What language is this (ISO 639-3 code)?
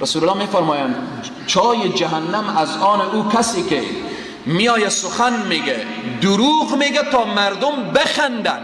fas